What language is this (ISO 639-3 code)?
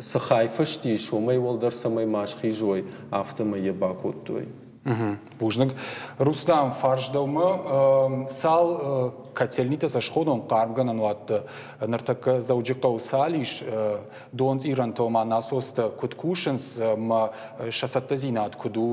oss